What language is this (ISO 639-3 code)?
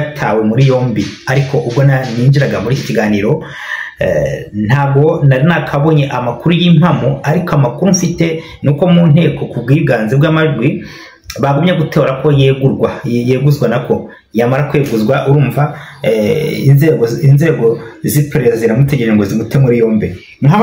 kin